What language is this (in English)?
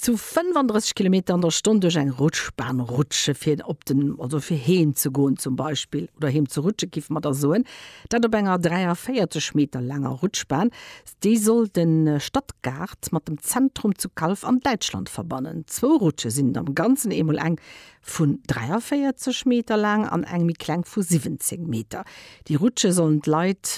Luxembourgish